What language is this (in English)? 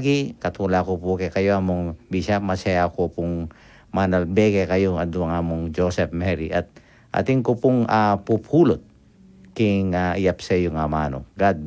Pampanga